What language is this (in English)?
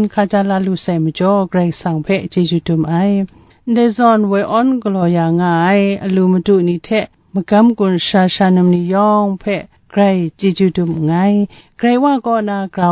Kachin